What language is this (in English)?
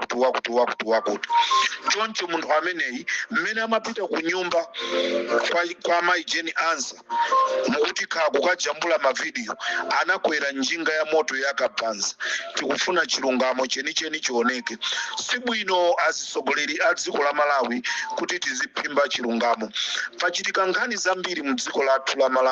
Nyanja